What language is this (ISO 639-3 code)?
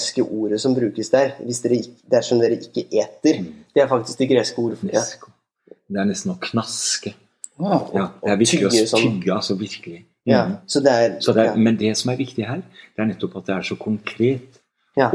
nor